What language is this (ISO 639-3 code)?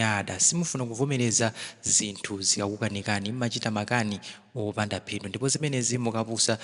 nya